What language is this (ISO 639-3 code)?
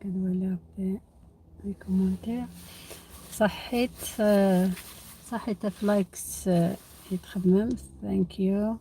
arq